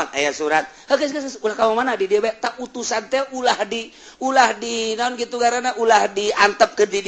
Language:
Sundanese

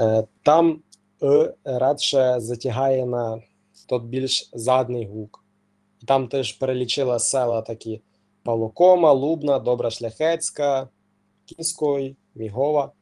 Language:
Rusyn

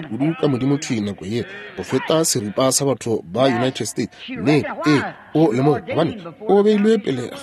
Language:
Northern Sotho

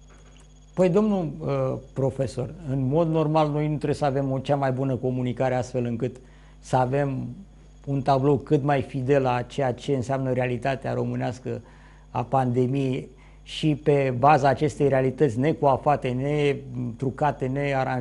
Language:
Romanian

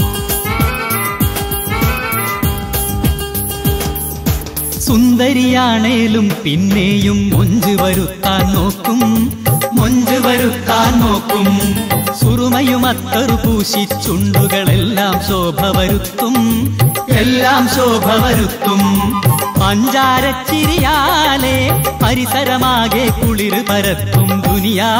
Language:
Malayalam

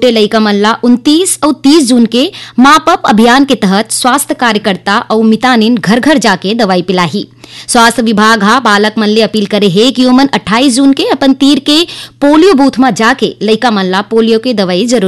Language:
Chhattisgarhi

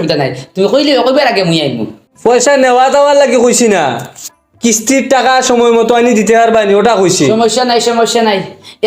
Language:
Sylheti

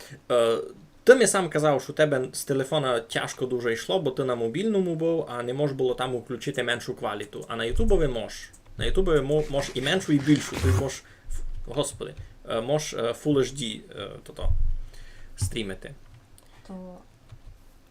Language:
Rusyn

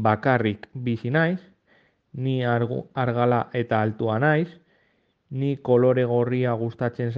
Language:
Basque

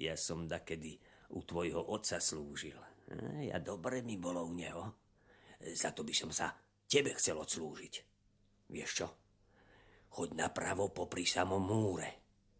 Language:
Slovak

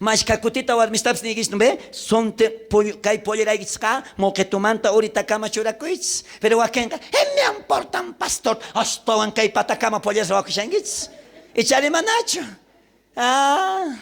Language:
South Bolivian Quechua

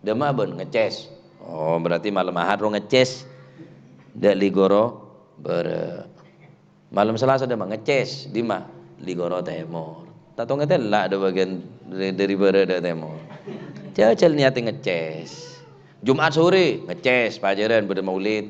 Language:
Madurese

